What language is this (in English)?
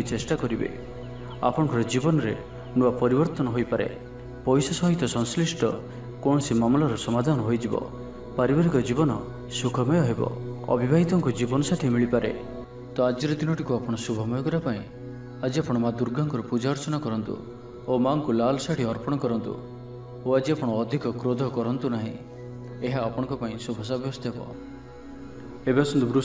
Odia